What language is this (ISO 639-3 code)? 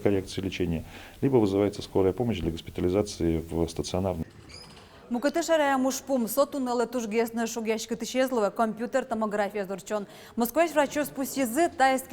udm